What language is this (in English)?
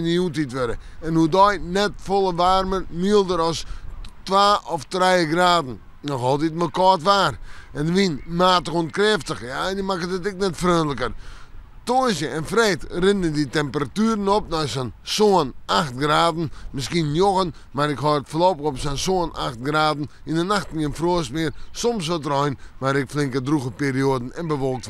Western Frisian